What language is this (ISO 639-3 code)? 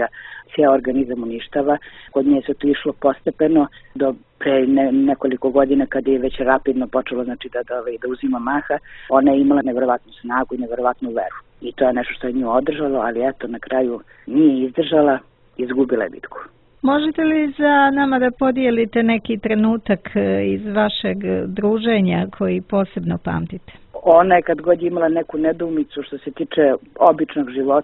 srp